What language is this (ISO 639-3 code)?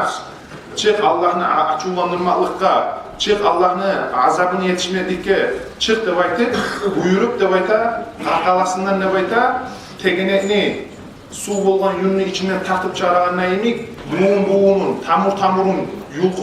kum